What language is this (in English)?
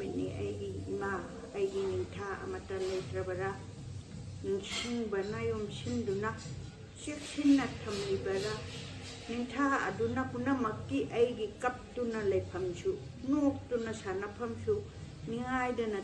Manipuri